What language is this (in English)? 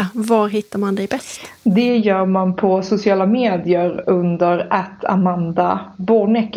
Swedish